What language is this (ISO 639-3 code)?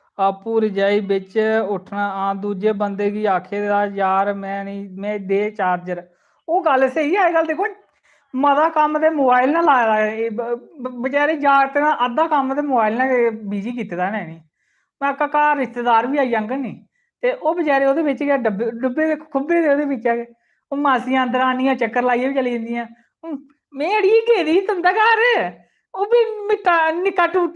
doi